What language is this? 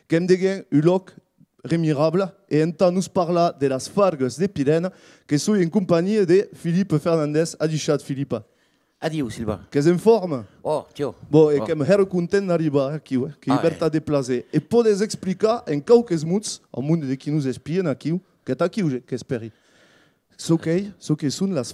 Occitan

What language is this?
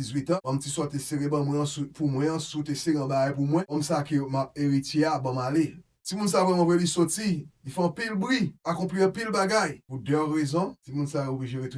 Haitian Creole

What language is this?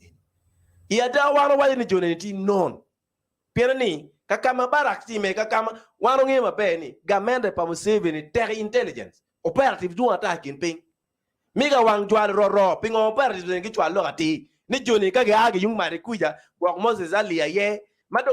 Acoli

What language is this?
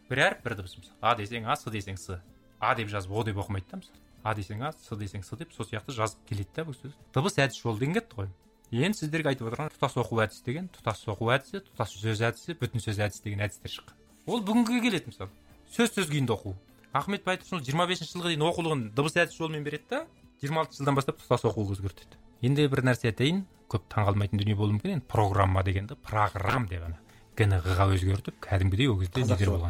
Kazakh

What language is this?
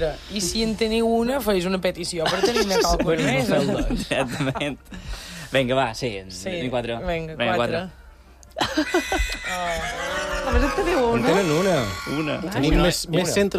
Catalan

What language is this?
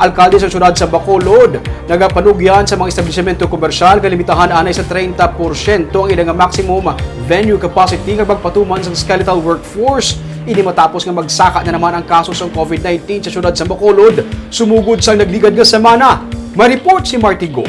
Hiligaynon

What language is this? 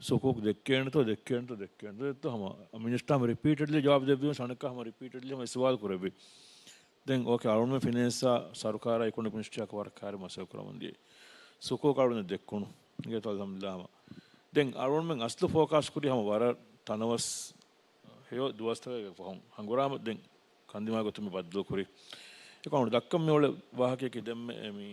Divehi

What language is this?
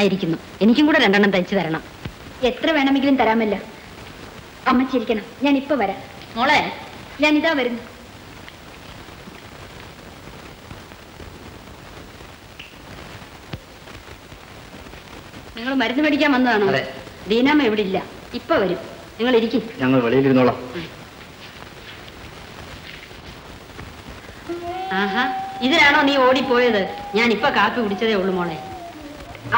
Malayalam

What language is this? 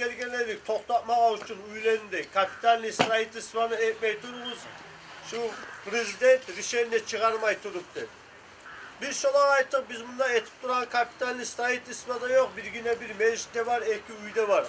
Kumyk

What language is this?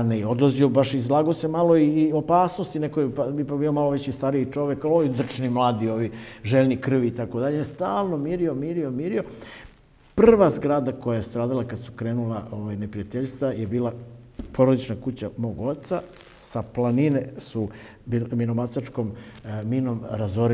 Serbian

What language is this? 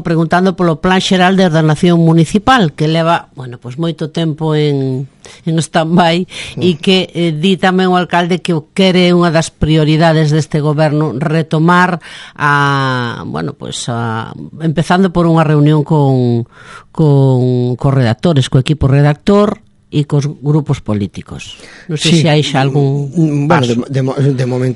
Galician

